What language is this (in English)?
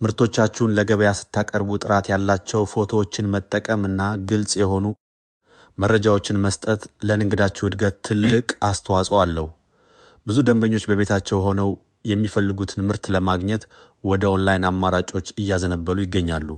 Amharic